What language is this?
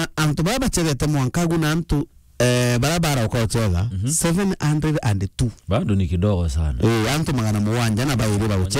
Meru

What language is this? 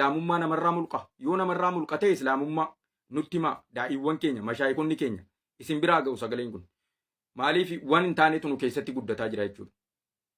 Oromo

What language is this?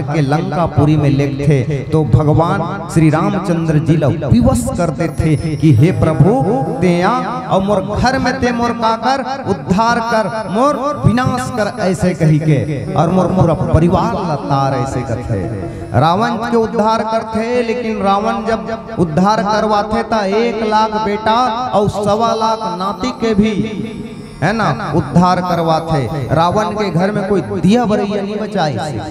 Chhattisgarhi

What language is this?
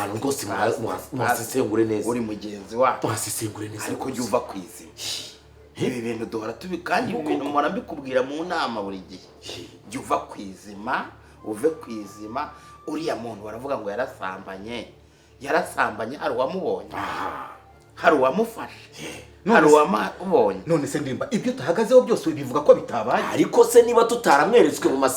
Kinyarwanda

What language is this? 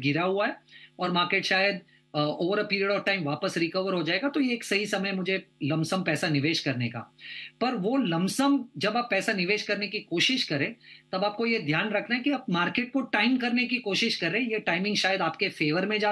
Hindi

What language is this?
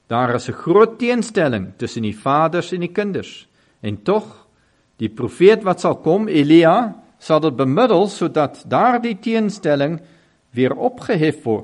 Afrikaans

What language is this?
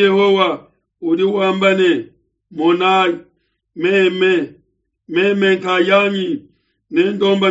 Luba-Lulua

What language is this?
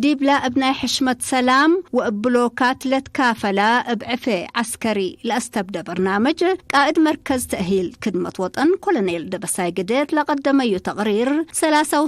Tigre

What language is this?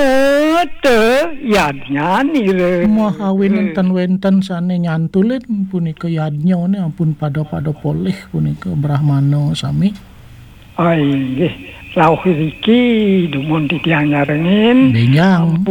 Balinese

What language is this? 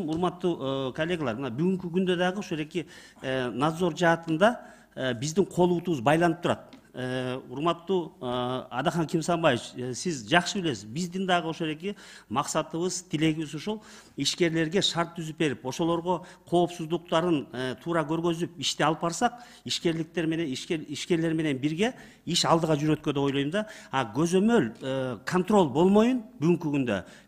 Kyrgyz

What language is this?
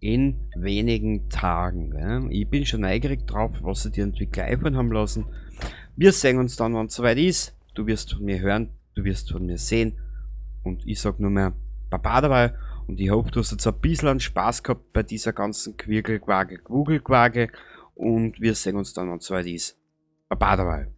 Bavarian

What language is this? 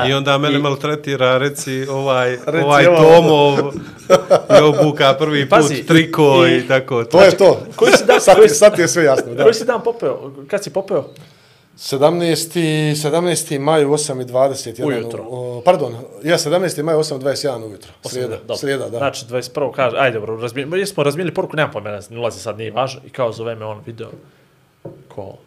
Bosnian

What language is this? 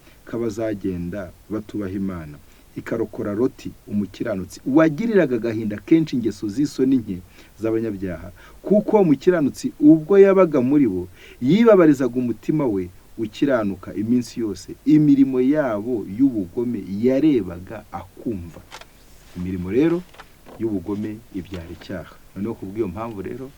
Kinyarwanda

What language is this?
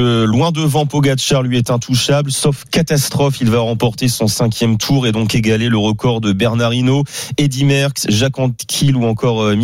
French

